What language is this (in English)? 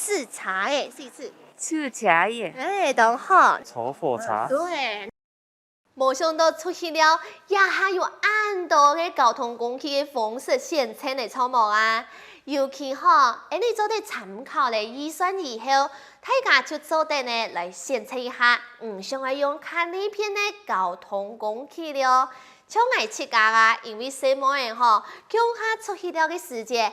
Hakka Chinese